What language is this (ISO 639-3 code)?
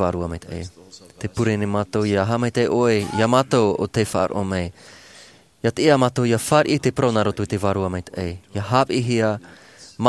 tah